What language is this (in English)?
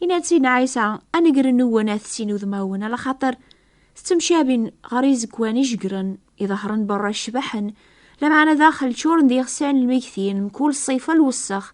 Kabyle